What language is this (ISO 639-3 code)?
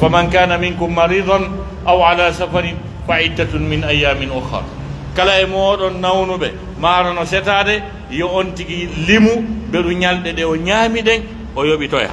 fuf